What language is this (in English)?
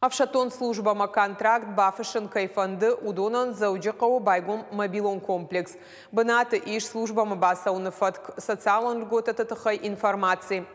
Ossetic